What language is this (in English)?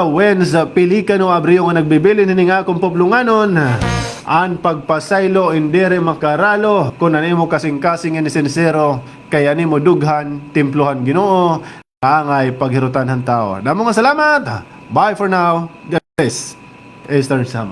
Waray